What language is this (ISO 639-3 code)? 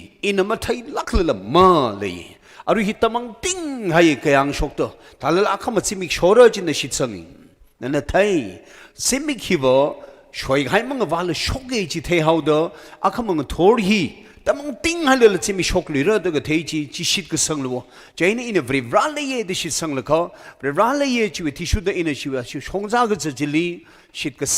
nmf